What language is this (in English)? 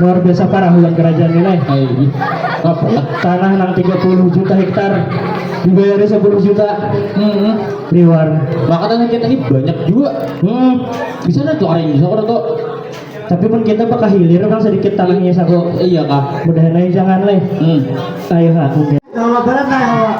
Banjar